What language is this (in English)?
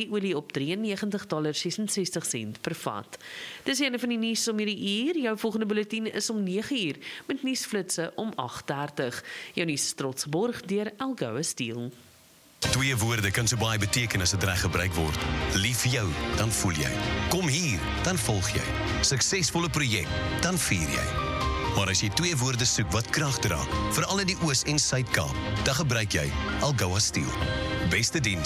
Afrikaans